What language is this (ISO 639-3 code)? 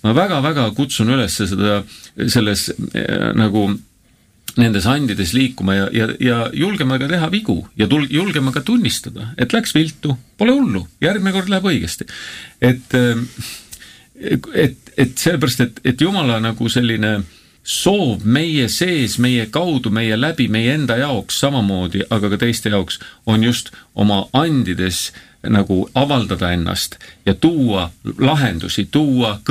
est